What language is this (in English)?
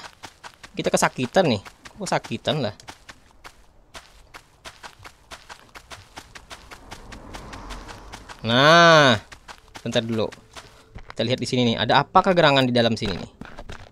Indonesian